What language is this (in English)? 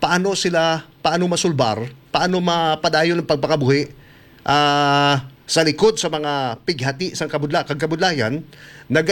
Hiligaynon